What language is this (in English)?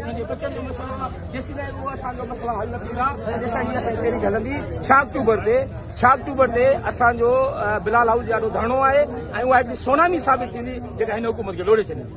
Sindhi